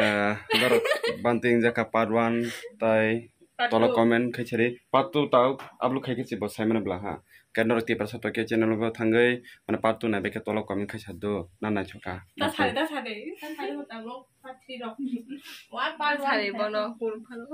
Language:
Kok Borok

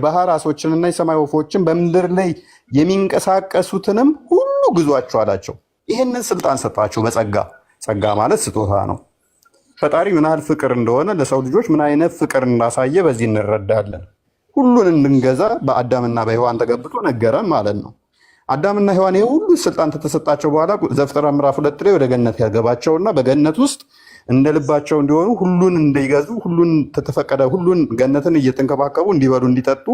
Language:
Amharic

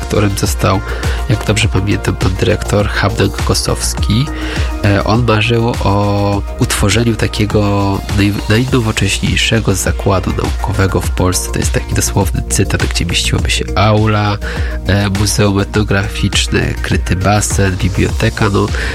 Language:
Polish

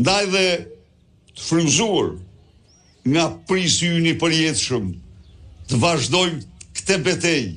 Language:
Albanian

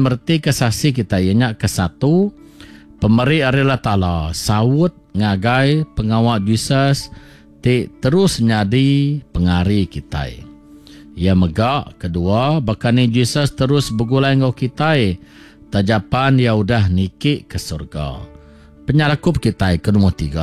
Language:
Iban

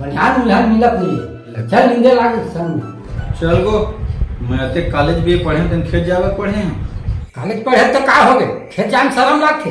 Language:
Chhattisgarhi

